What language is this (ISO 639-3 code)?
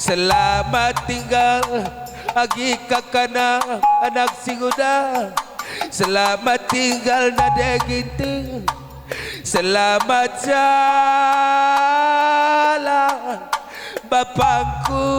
btx